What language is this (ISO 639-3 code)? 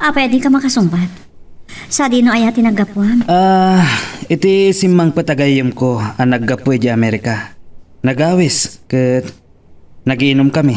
ilo